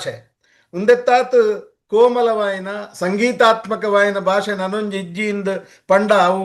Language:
Tulu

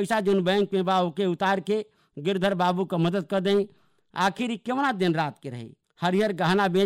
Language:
Bhojpuri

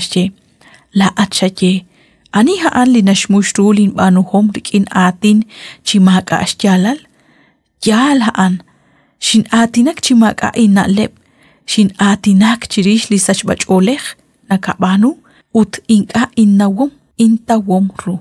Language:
Kekchí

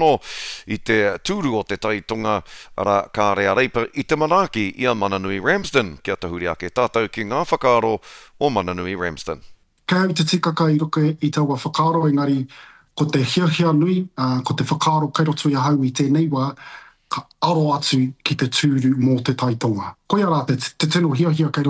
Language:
Māori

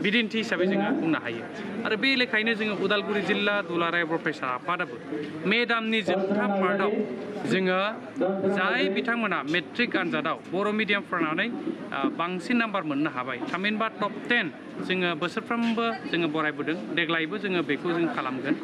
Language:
Bodo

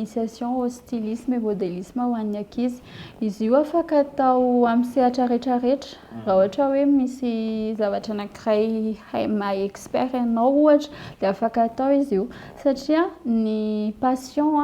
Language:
Malagasy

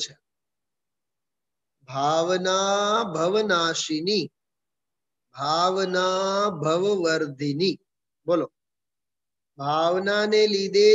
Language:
Gujarati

